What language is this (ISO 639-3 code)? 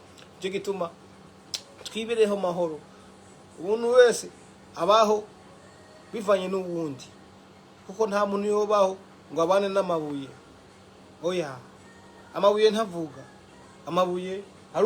run